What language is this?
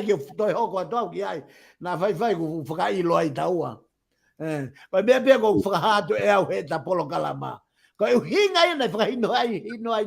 Tongan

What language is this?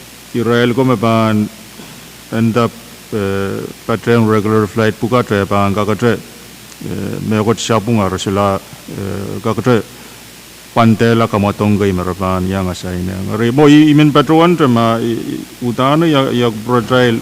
Pohnpeian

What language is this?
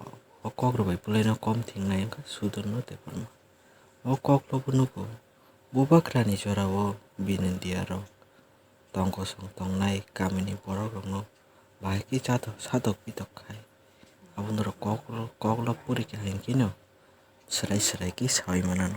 Kok Borok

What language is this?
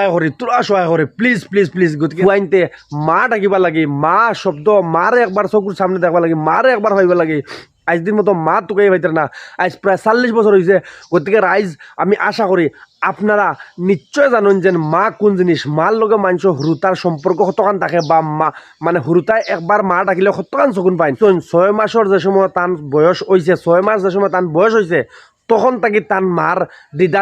Sylheti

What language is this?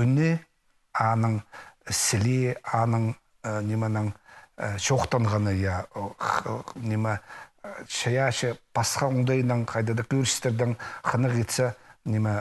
Khakas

